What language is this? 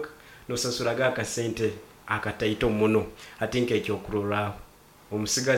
Nyoro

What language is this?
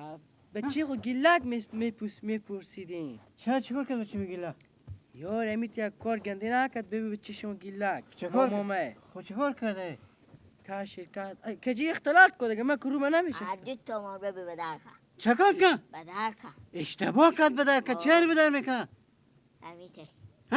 Persian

